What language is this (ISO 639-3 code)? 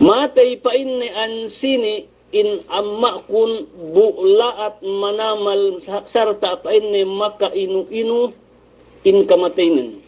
yka